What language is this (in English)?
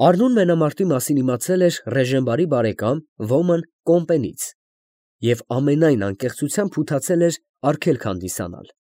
Armenian